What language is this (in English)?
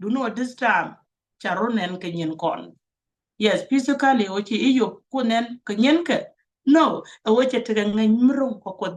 Nuer